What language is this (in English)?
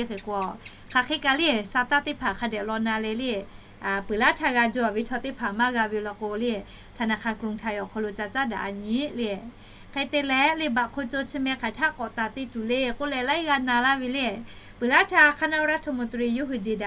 Lahu